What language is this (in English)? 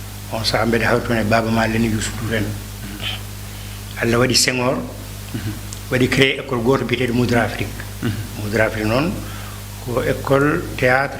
Fula